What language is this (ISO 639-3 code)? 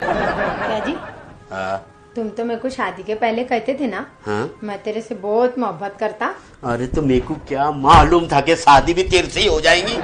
mjw